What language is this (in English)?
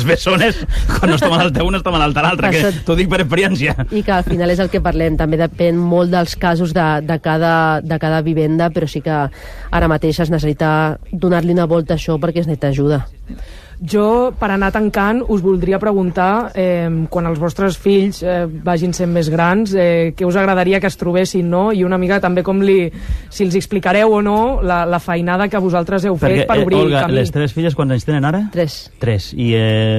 Catalan